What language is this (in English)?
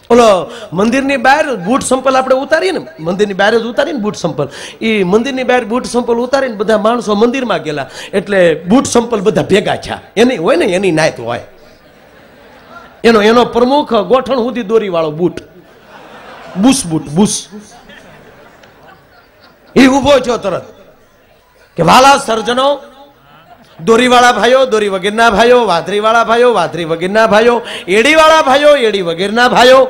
Gujarati